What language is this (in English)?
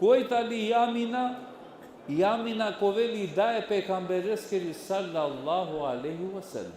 Balkan Romani